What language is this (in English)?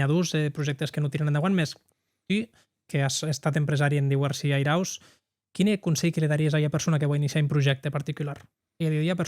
Occitan